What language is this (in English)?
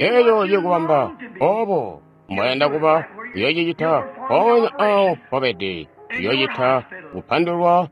Tonga (Zambia)